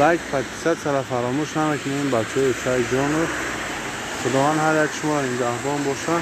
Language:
Tajik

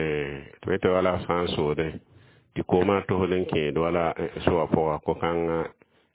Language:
Mossi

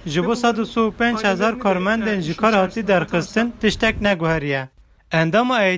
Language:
Kurdish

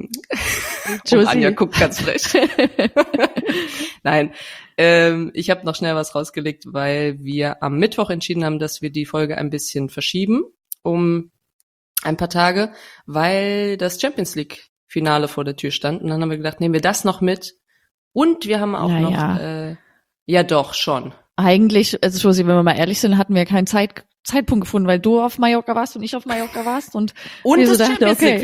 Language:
German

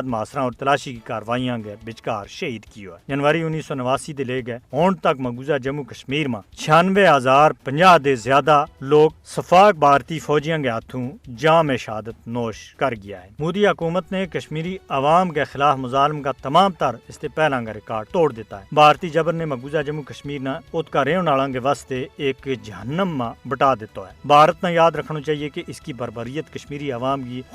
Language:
Gujari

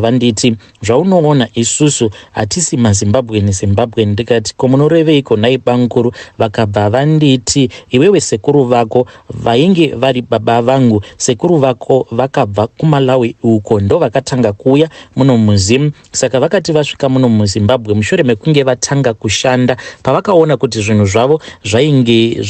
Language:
Shona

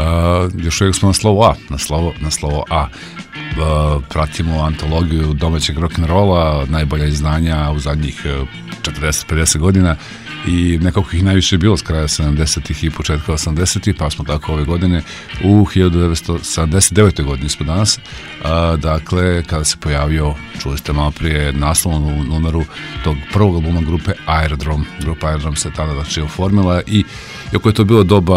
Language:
Serbian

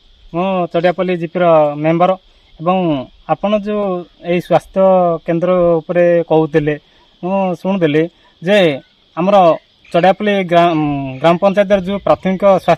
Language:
Odia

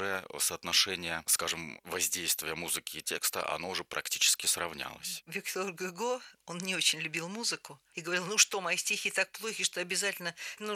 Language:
Russian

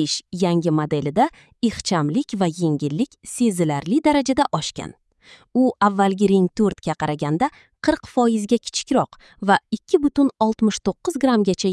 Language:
Uzbek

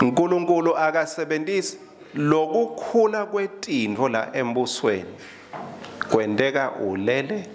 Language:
Swati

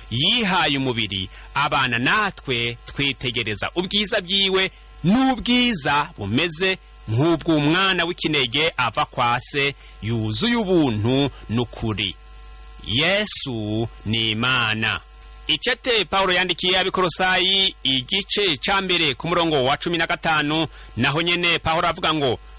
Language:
Rundi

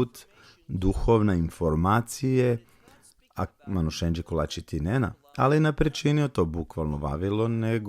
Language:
Balkan Romani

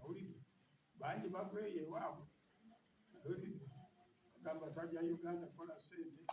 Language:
Ganda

